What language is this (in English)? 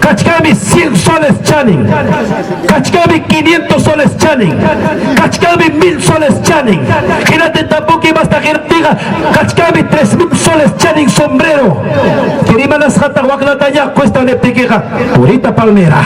Ayacucho Quechua